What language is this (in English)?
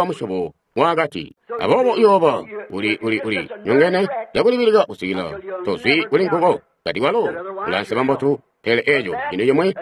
Tonga (Zambia)